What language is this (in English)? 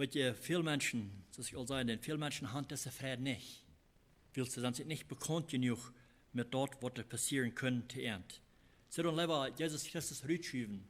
Plautdietsch